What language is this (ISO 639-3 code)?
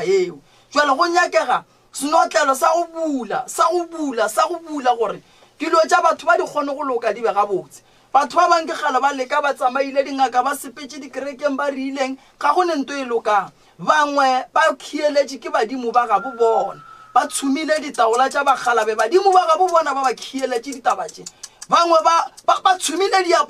nso